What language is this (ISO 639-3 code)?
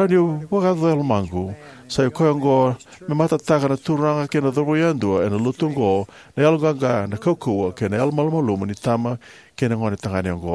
fij